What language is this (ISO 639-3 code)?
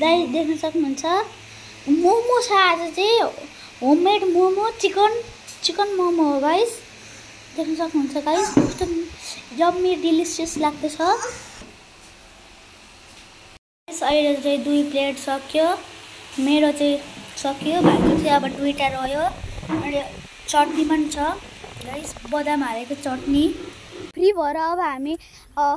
nep